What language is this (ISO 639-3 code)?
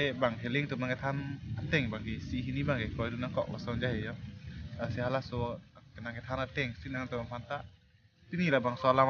mjw